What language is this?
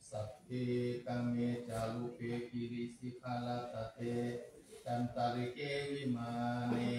Pali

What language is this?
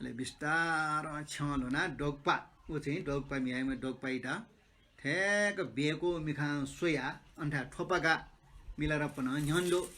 Newari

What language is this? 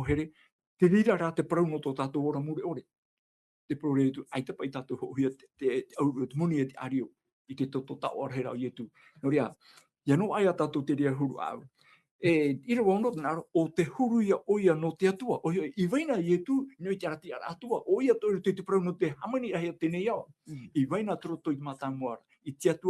Tahitian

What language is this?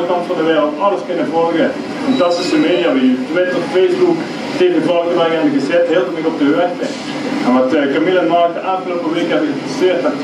Limburgish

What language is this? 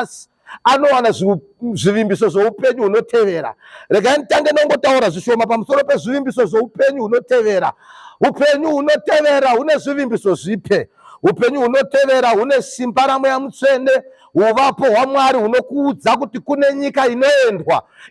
Shona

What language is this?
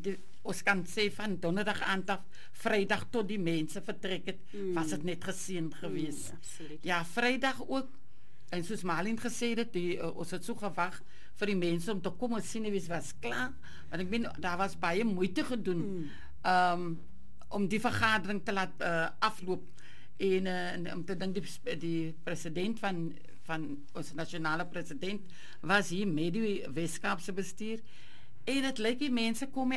Afrikaans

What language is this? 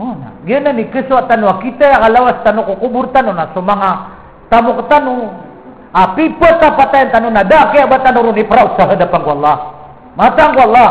Maranao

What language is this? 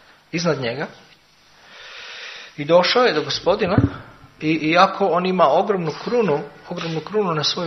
Croatian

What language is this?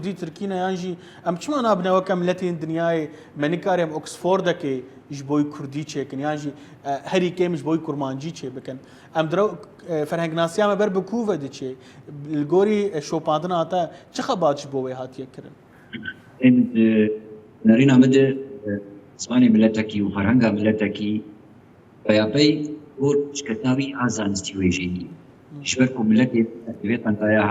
Kurdish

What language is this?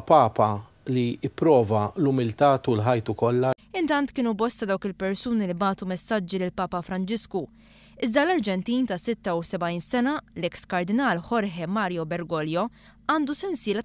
Maltese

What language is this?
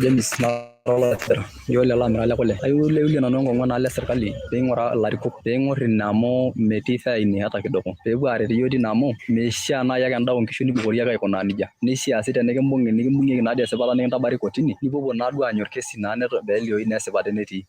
Masai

